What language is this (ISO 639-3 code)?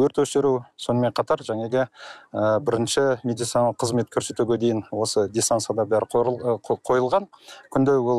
kaz